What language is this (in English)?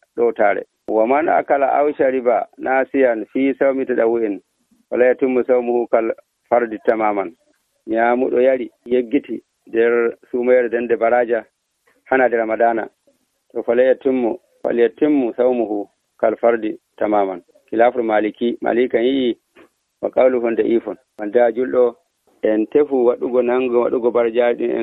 Nigerian Fulfulde